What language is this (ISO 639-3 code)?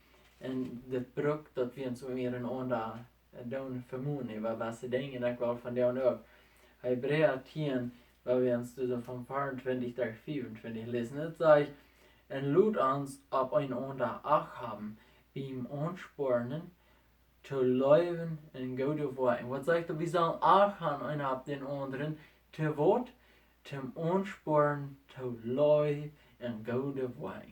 pdt